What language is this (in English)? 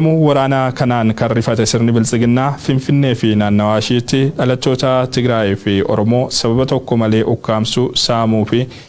Oromo